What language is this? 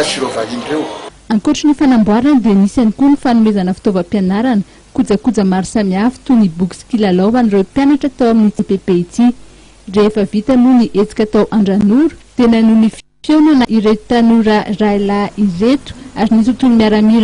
Malagasy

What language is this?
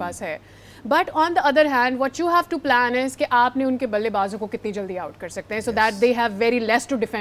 Urdu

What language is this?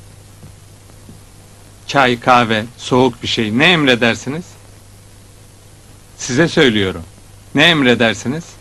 Turkish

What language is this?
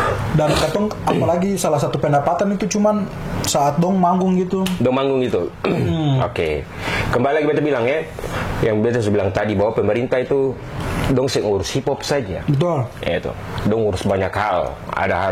Ambonese Malay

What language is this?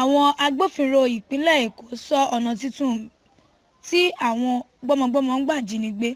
Yoruba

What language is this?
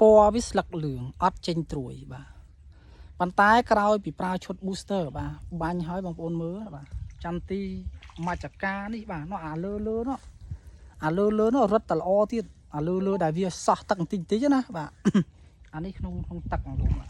Khmer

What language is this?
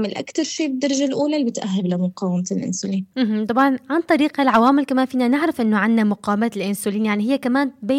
North Levantine Arabic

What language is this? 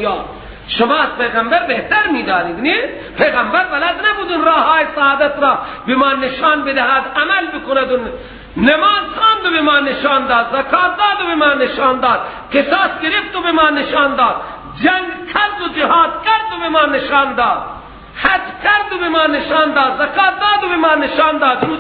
Persian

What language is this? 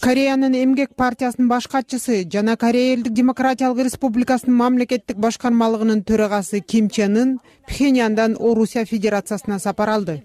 Kyrgyz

